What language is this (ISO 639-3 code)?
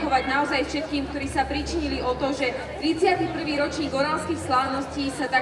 slk